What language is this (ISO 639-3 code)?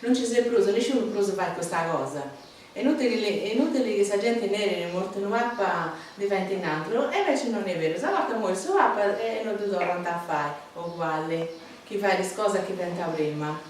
srd